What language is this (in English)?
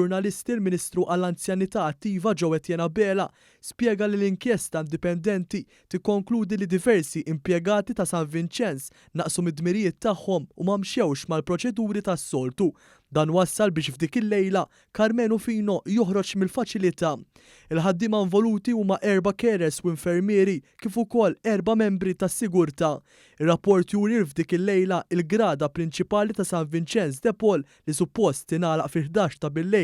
Maltese